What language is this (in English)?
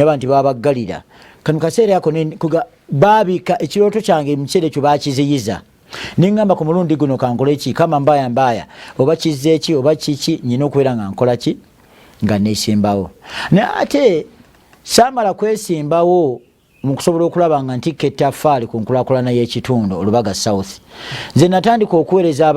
Ganda